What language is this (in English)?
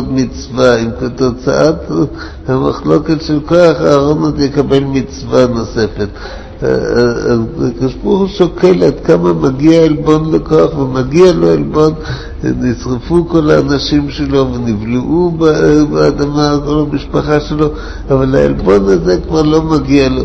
Hebrew